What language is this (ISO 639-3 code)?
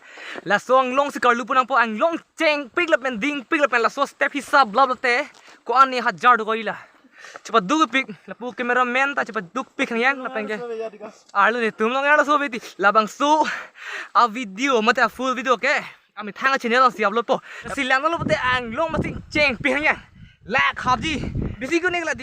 mjw